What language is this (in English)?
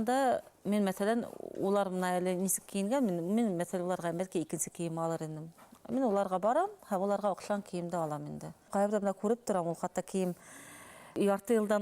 Bashkir